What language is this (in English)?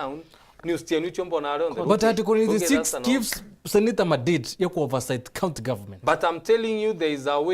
Meru